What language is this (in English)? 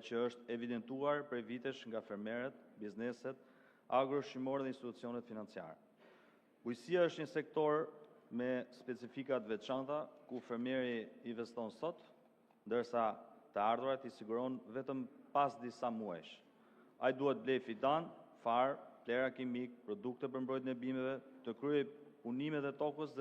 Albanian